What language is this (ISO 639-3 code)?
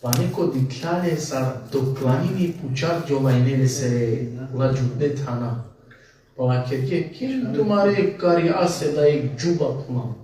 rmn